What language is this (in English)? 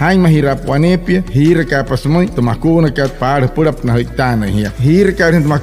Wayuu